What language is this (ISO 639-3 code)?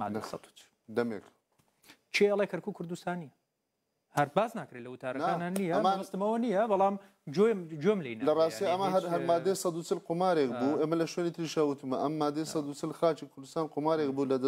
ckb